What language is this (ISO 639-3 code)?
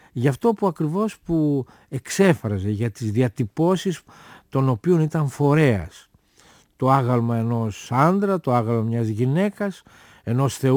ell